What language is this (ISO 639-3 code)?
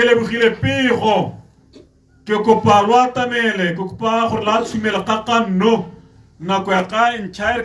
tsn